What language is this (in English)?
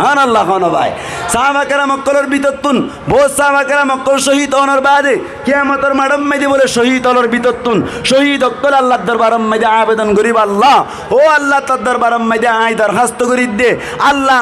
Rohingya